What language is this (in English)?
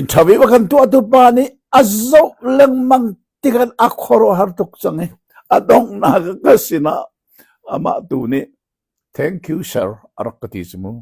Hakha Chin